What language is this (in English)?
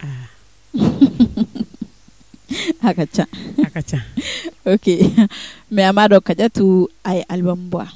Bambara